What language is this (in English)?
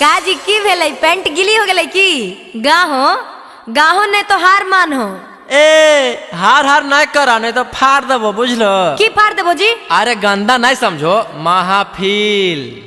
Magahi